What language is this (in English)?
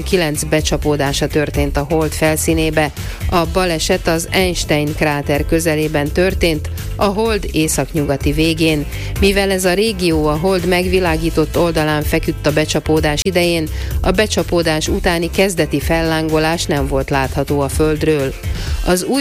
Hungarian